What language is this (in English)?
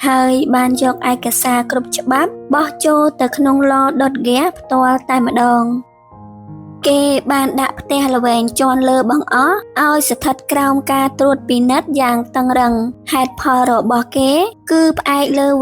Khmer